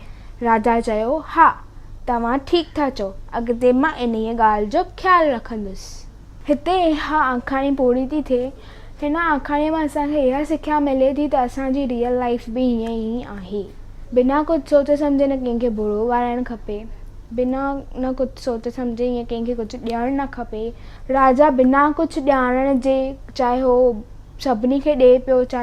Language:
Sindhi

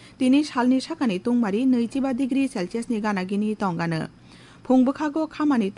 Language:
Kok Borok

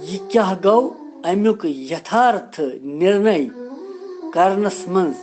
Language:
Kashmiri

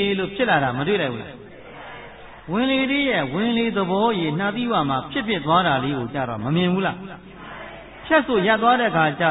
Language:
Burmese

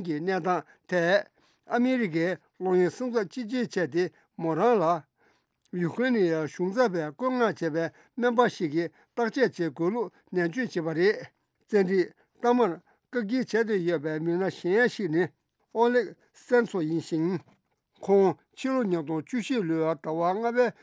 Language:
Tibetan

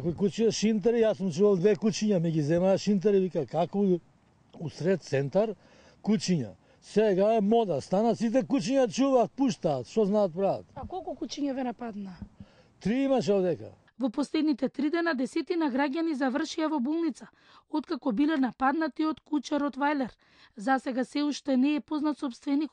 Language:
Macedonian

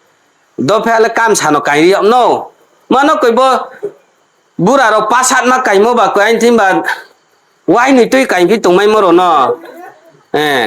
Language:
Riang (India)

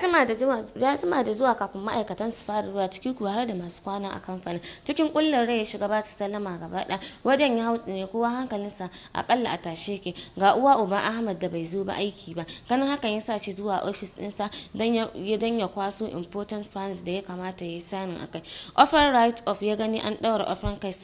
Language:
Hausa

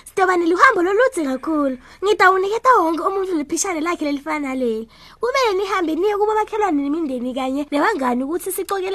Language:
Swati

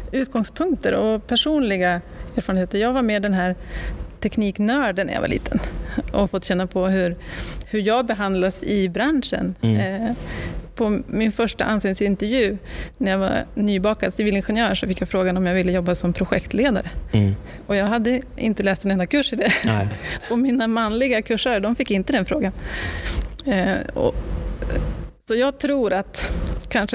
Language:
Swedish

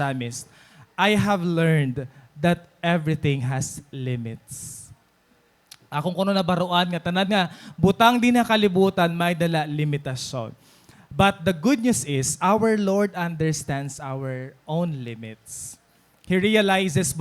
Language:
Waray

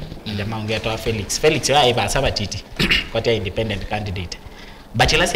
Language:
Kamba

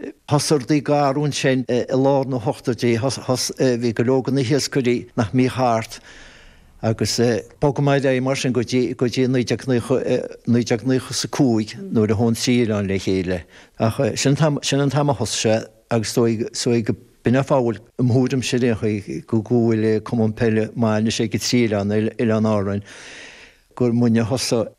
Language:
Irish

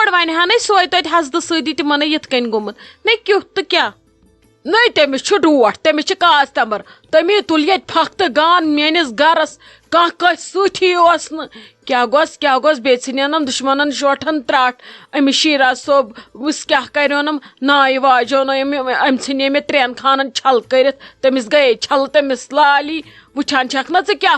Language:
Kashmiri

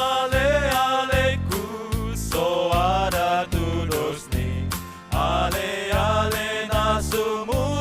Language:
Batak Toba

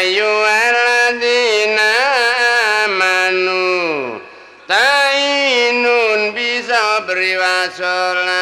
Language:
Javanese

